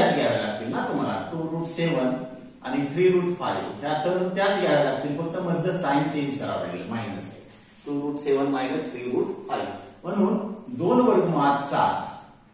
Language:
Marathi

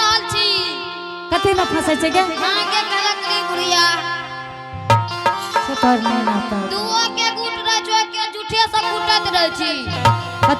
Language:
Angika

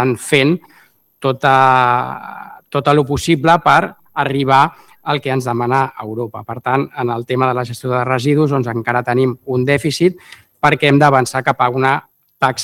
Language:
Catalan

